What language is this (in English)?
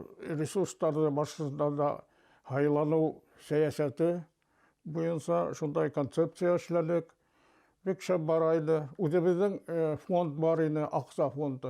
Bashkir